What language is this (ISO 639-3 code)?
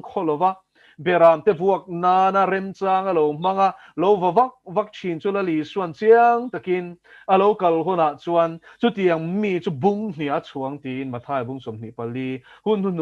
lus